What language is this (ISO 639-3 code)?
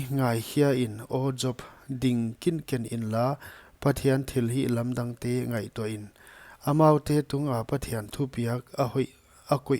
pck